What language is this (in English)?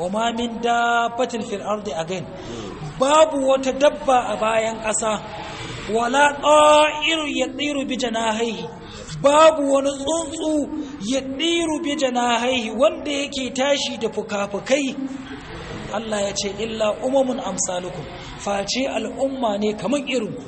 Hausa